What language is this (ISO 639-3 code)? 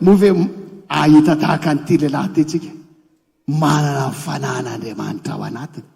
mlg